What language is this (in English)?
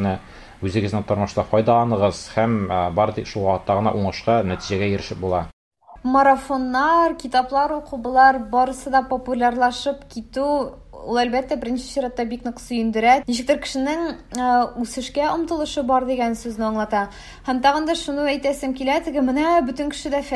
Tatar